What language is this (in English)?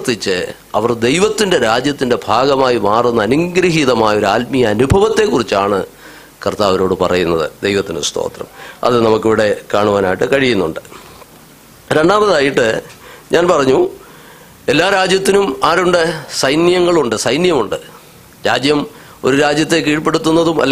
Malayalam